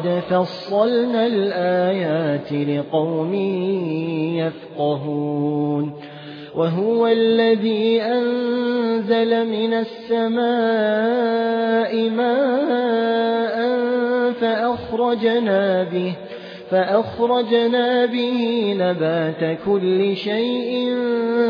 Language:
Arabic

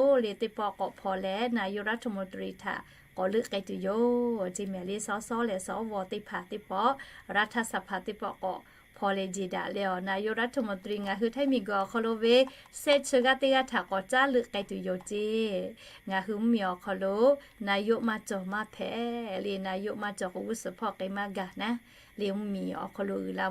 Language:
Lahu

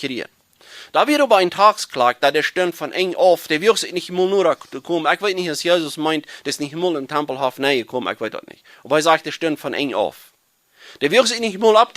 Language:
Plautdietsch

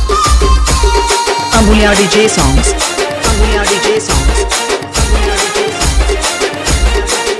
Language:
Telugu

